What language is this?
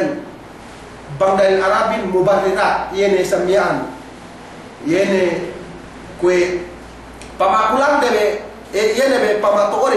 Yakan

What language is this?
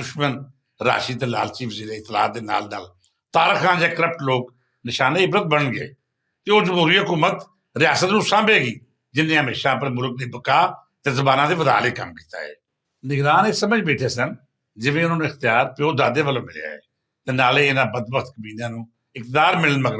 Western Panjabi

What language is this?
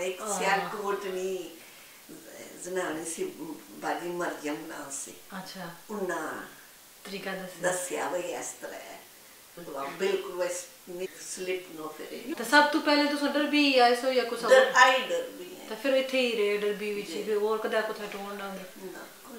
Punjabi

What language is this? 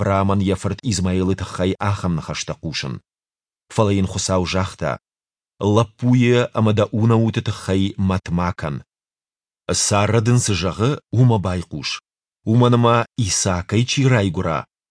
Ossetic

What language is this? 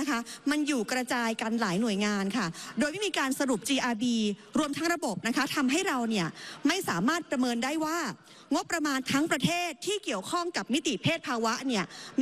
Thai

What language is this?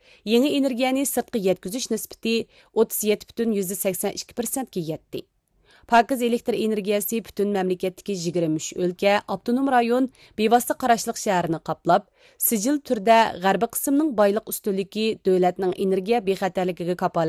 Uyghur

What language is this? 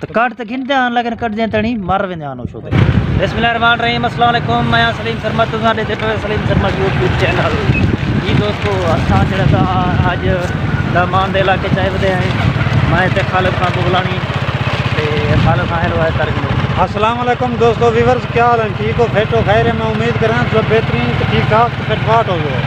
Saraiki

